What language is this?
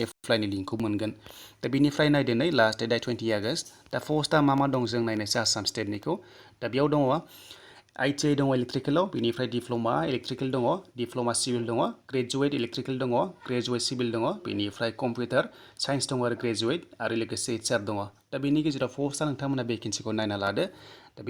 Bodo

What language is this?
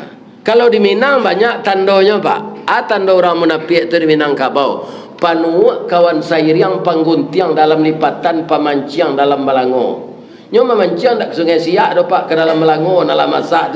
Minangkabau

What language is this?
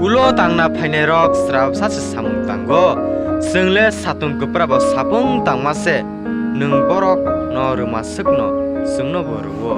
Kok Borok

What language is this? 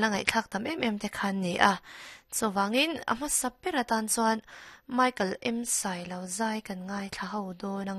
Mizo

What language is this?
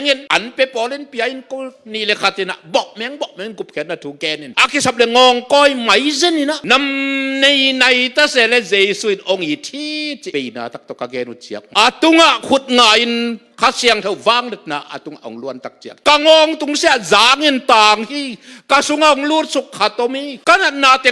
Tedim Chin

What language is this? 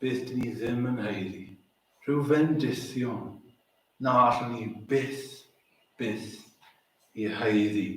Welsh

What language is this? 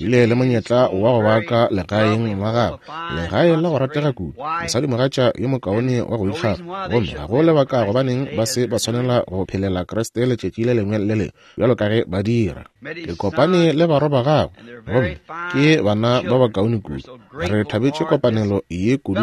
Northern Sotho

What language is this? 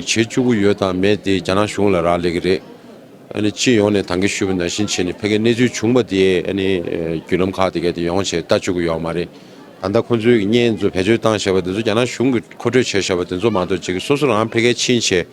Tibetan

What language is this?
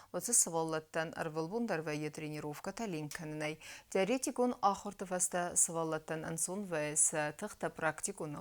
Ossetic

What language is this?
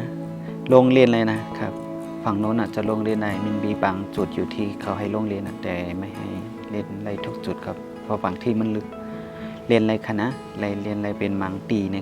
Shan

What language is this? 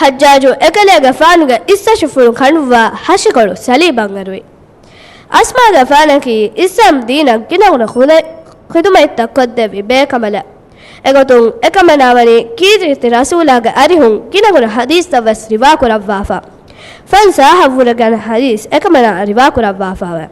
Divehi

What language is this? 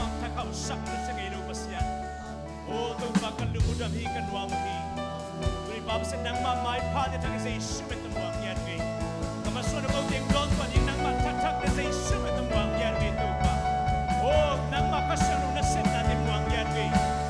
Tedim Chin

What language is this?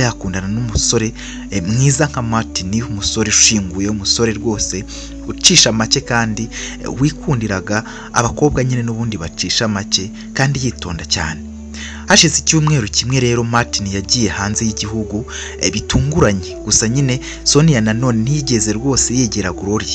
Kinyarwanda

